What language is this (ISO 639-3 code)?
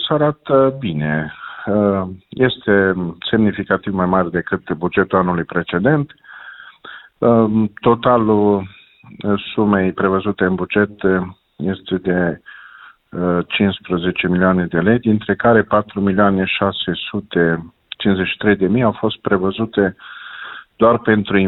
ron